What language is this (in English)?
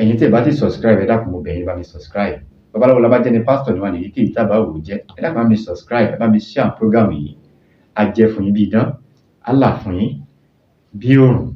Yoruba